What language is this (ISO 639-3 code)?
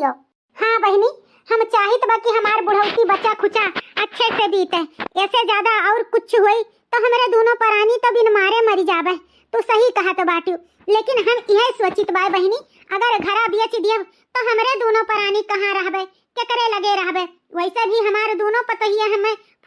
awa